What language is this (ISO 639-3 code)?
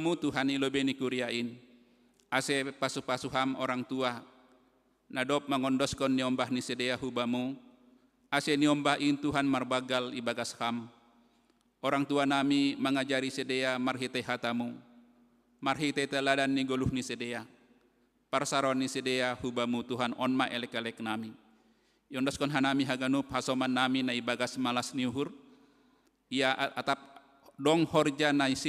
bts